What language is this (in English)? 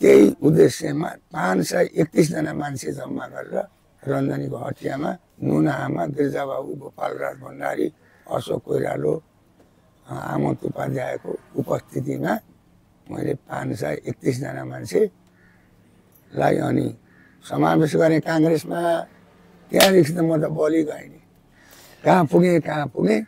Nepali